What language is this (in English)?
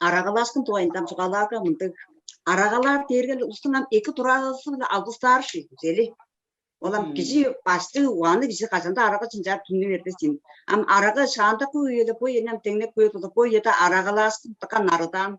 Tuvinian